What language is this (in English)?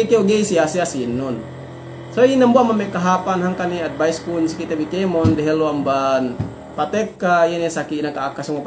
Yakan